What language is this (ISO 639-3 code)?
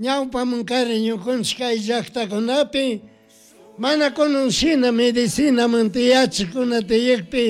qug